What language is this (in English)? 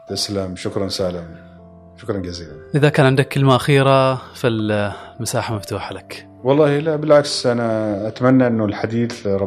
Gulf Arabic